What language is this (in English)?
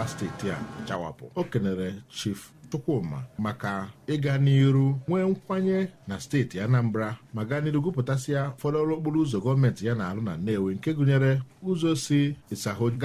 Igbo